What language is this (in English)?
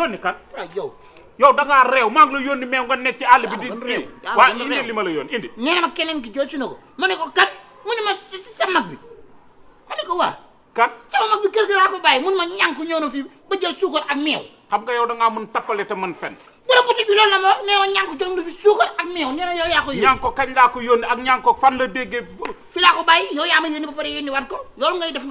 Wolof